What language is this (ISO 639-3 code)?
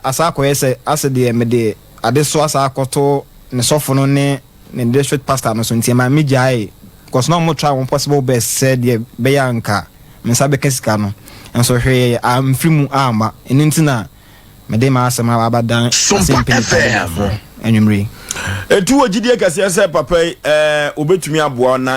aka